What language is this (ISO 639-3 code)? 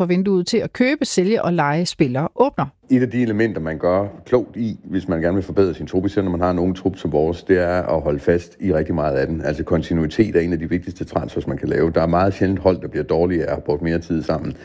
dan